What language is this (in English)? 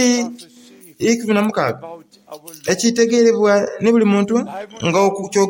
Soga